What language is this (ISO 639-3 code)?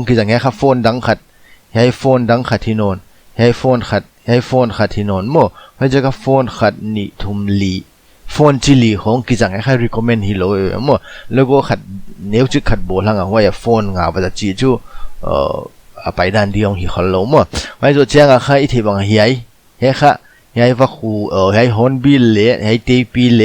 pck